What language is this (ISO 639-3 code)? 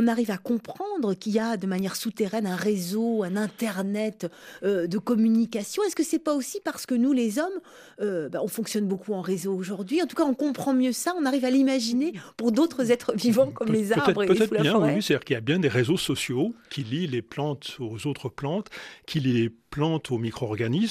fra